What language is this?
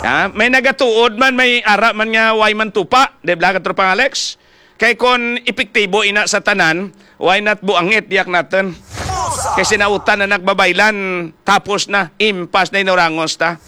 Hiligaynon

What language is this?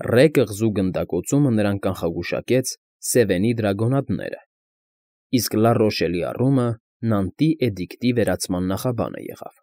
Armenian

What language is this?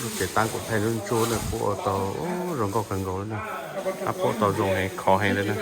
Hmong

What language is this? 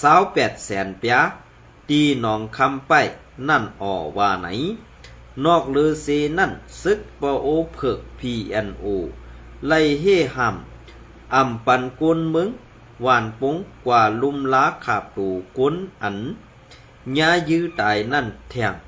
Shan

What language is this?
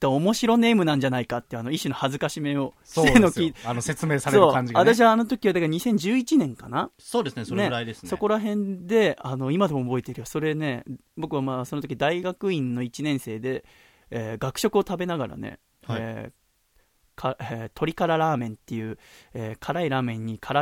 Japanese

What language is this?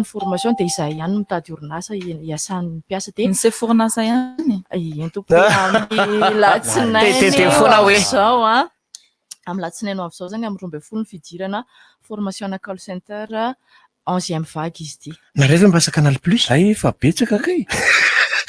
Malagasy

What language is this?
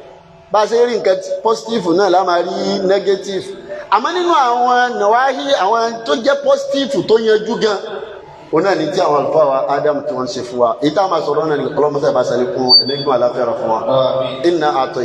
Yoruba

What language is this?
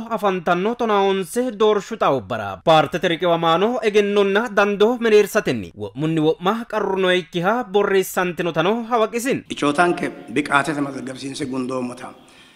Sidamo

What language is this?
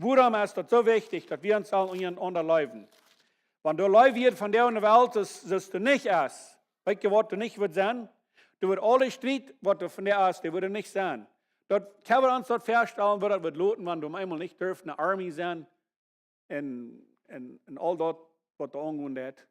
Plautdietsch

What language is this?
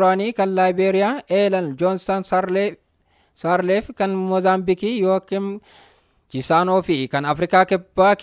Oromo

